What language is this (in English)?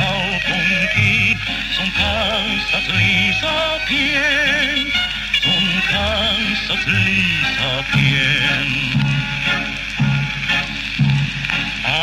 Finnish